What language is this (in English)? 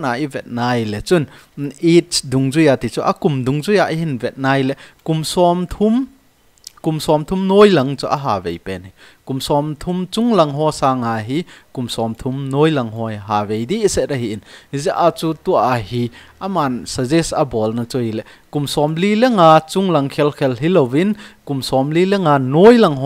Thado Chin